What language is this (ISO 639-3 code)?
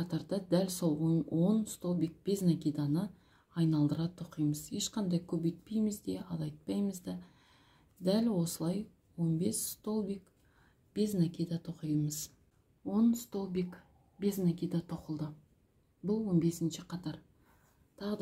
kaz